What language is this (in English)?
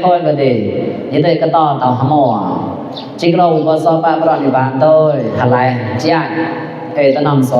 Mon